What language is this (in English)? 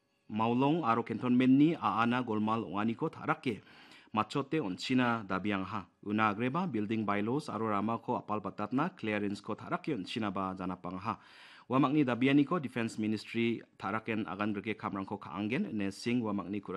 Garo